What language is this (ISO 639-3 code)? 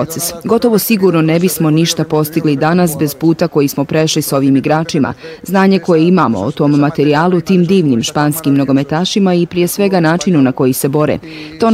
bos